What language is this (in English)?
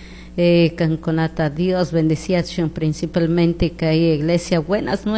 Chimborazo Highland Quichua